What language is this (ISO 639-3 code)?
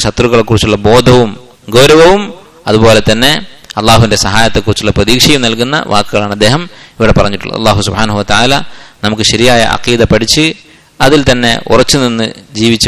mal